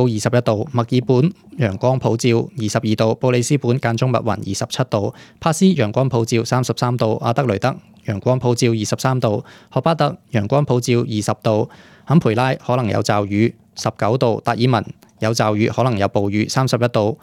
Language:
Cantonese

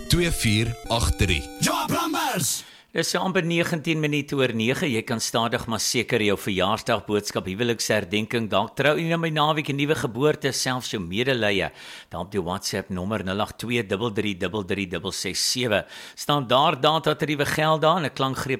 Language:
Afrikaans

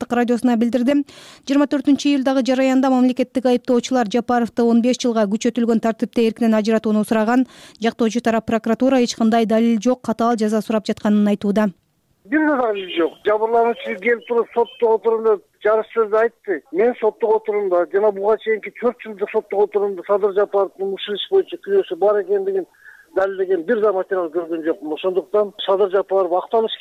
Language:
Kyrgyz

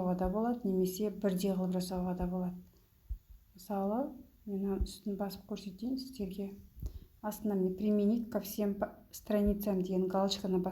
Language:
Kazakh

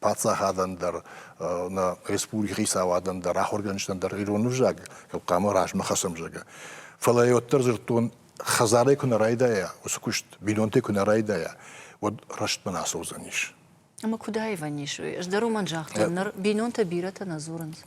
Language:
Ossetic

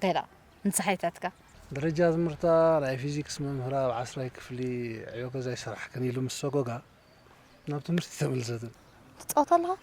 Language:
Tigrinya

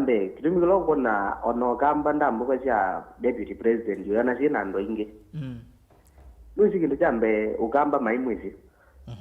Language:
Kamba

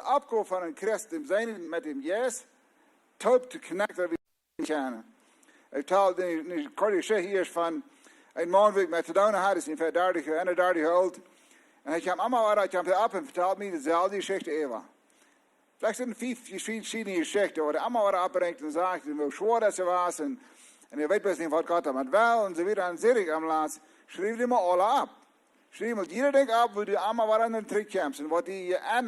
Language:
Plautdietsch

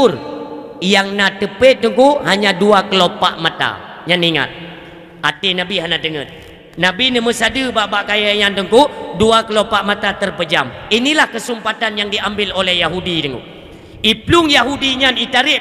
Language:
Achinese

